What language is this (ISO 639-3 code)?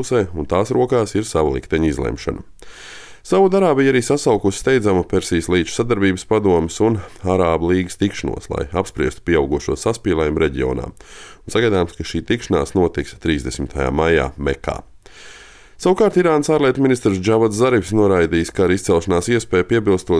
lav